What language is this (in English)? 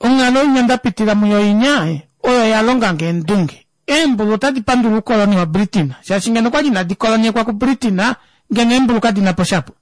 Kuanyama